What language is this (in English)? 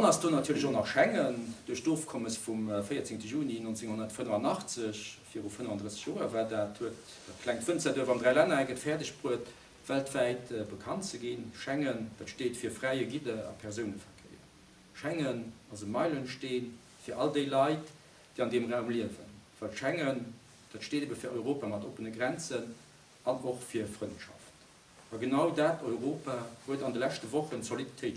Luxembourgish